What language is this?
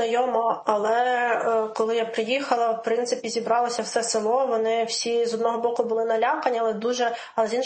Ukrainian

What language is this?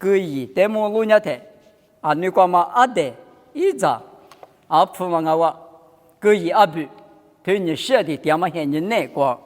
Lisu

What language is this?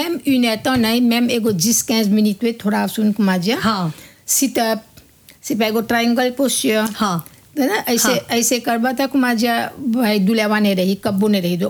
Bhojpuri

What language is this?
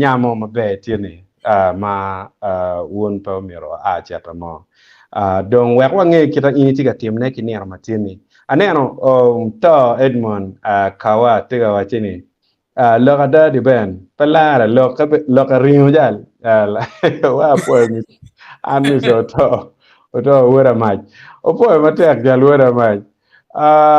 Acoli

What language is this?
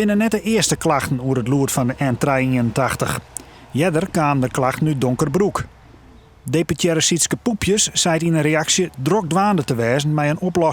Western Frisian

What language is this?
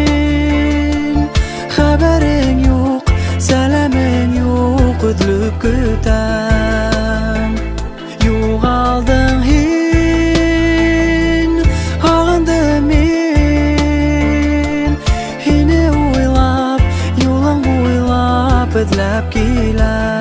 Bashkir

